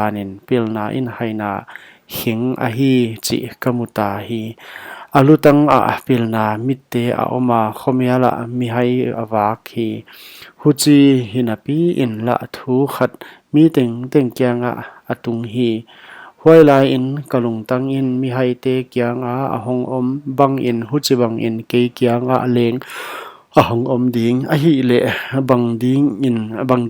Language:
Paite Chin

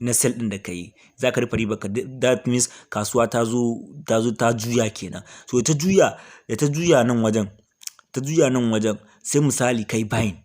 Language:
Hausa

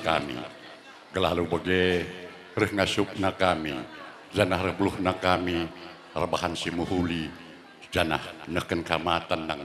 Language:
Batak Karo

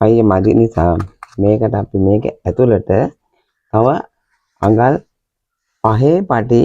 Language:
Sinhala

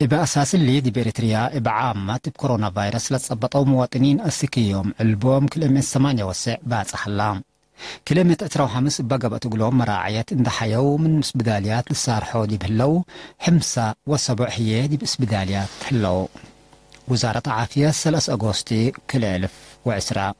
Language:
Tigre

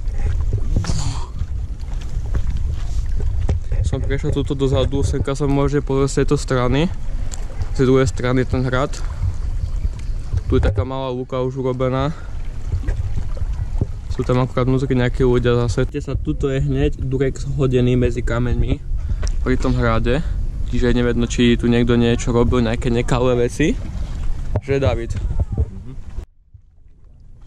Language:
Slovak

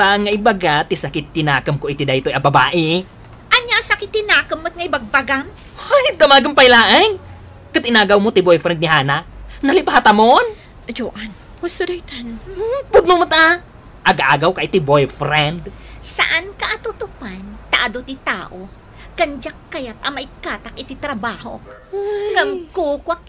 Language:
Iloko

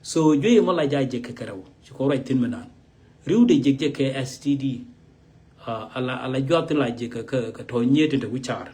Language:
Nuer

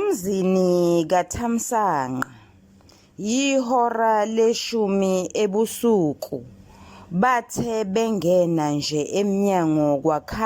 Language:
Zulu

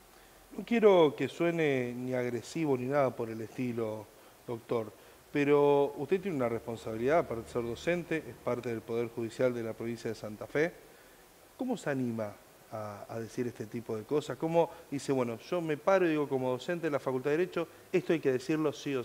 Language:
Spanish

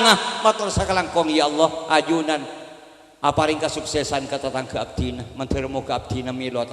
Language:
Madurese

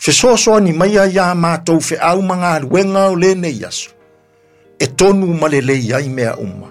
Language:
Samoan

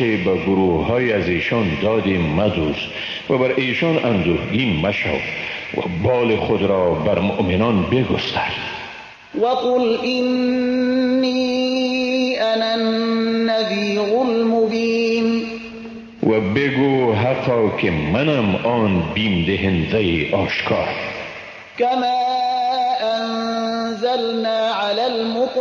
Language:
Persian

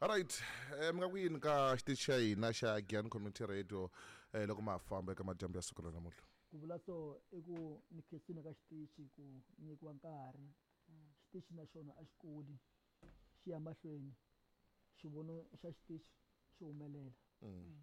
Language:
Tsonga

